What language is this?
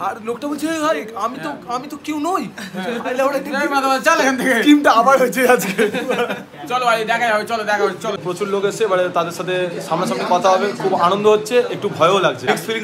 Bangla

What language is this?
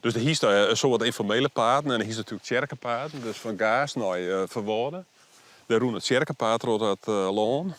Western Frisian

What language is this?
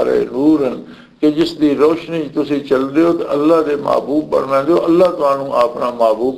Western Panjabi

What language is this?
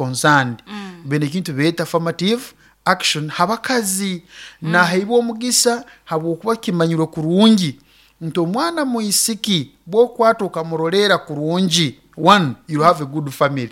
Nyoro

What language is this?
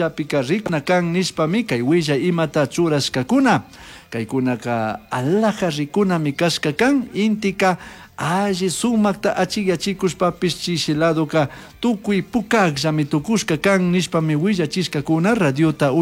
Chimborazo Highland Quichua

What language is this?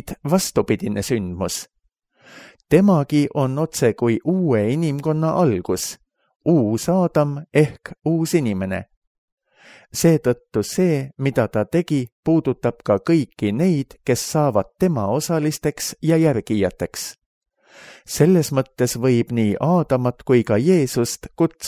Estonian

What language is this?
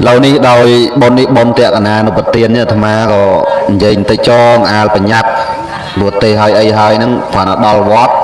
Khmer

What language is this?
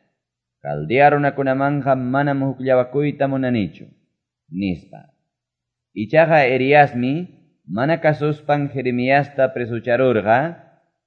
Quechua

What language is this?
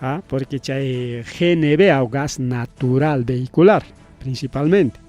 Ayacucho Quechua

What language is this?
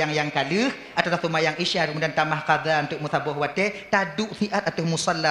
Achinese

